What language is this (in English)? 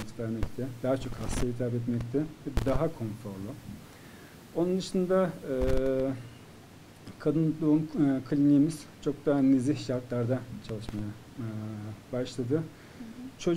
Turkish